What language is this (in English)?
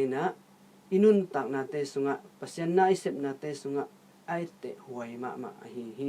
Tedim Chin